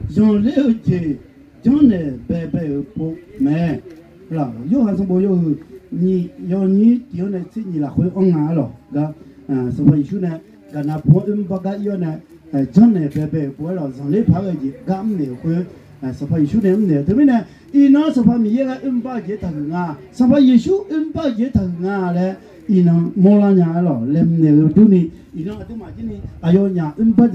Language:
Akha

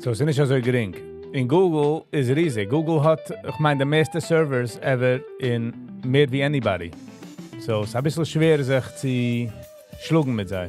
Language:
Yiddish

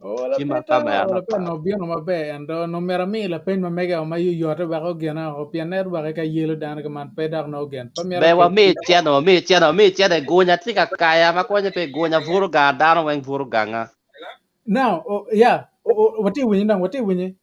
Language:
Acoli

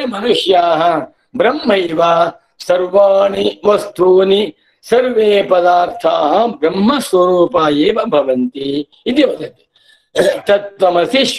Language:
Sanskrit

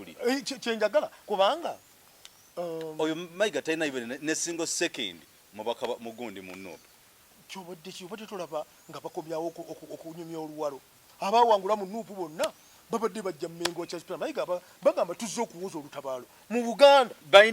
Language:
Ganda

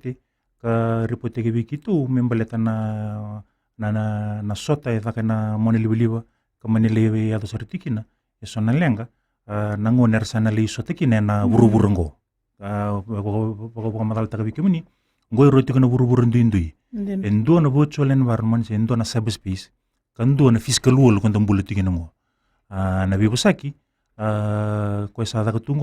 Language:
Fijian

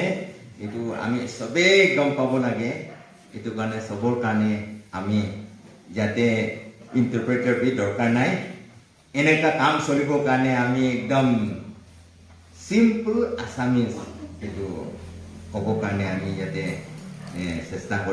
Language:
Naga Pidgin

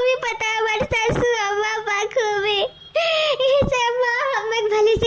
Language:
Awadhi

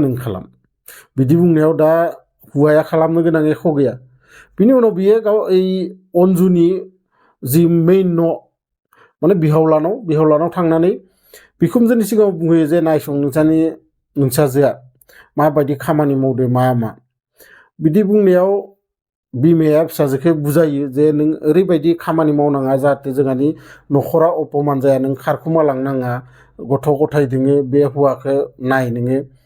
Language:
Bodo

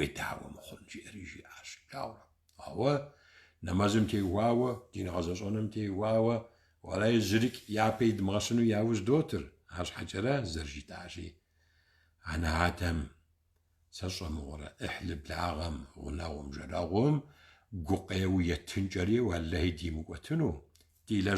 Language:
Kabardian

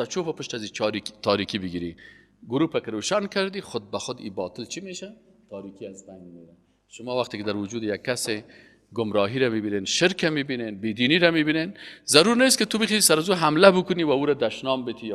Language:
Persian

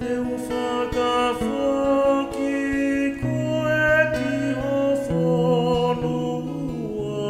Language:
Tongan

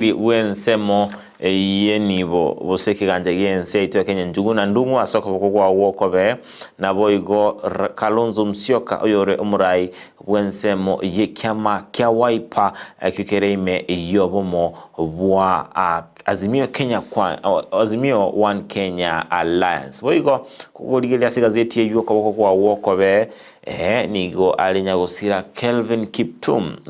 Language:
Gusii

